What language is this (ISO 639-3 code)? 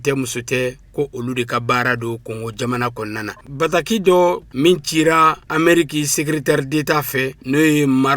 bam